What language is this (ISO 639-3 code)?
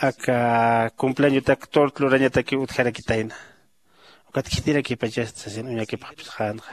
aym